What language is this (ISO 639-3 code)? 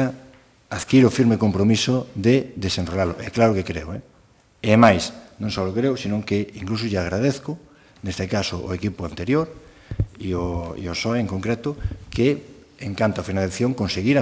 glg